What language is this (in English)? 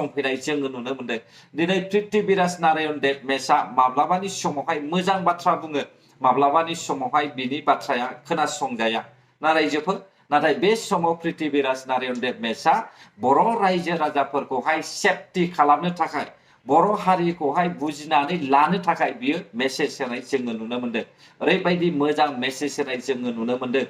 Bodo